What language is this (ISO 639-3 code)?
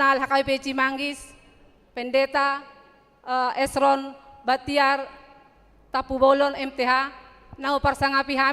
bbc